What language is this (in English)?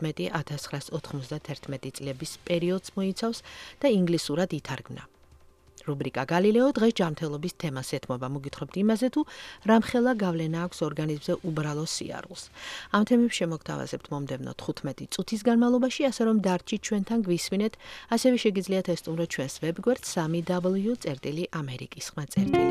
Georgian